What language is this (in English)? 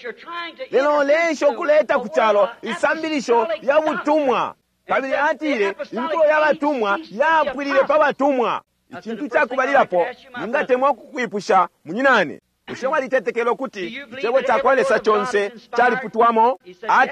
Bemba